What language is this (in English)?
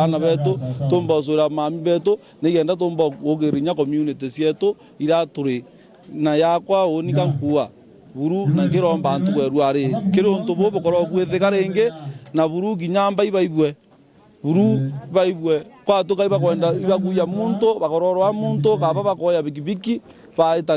Meru